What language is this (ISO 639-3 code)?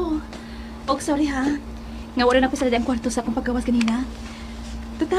ceb